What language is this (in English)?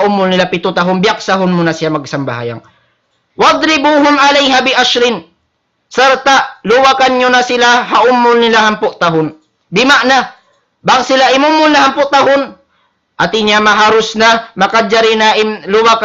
Tausug